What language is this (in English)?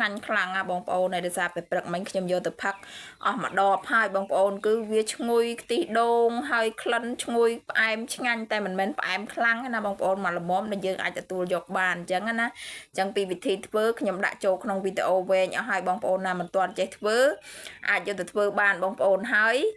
Khmer